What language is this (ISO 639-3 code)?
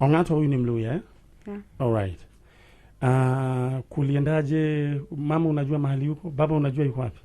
kik